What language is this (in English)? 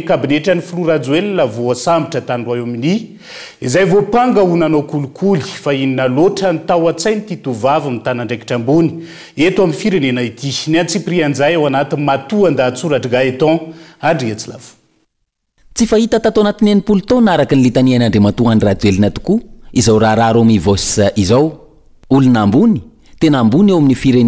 Malagasy